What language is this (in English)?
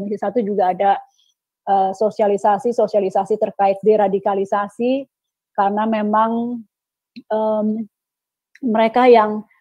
Indonesian